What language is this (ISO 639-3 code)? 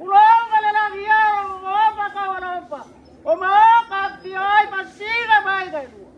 smo